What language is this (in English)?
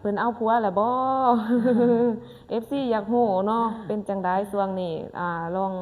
Lao